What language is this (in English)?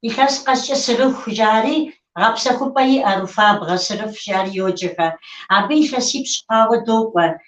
Kabardian